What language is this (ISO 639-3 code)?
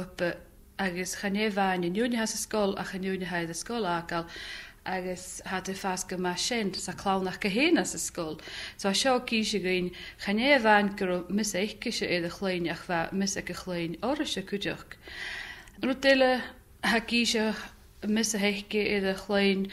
gla